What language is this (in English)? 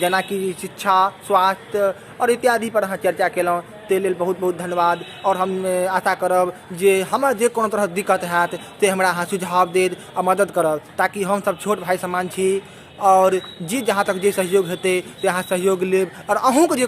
Maithili